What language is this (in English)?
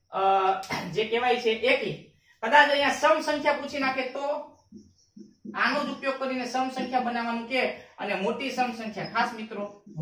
Gujarati